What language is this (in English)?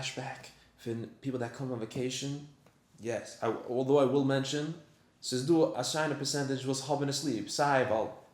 Yiddish